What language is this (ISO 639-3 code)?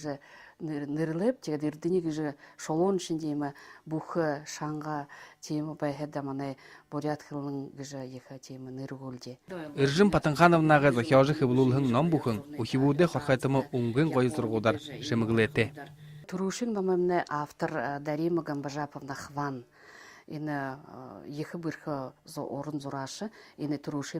bua